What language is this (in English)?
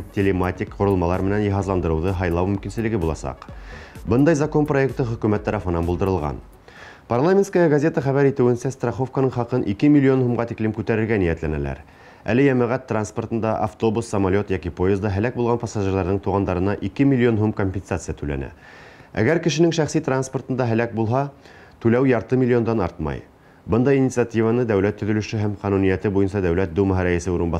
Bashkir